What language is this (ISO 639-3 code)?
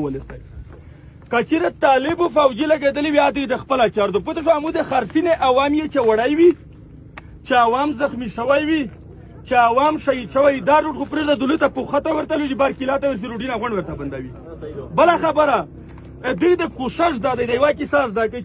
pus